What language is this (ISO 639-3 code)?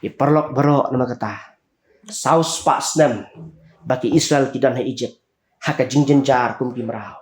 kha